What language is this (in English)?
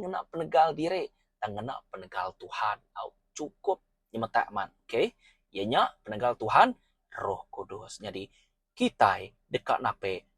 Iban